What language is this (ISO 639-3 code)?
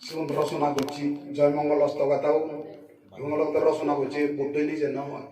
ccp